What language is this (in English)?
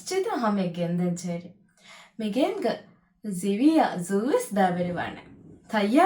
Divehi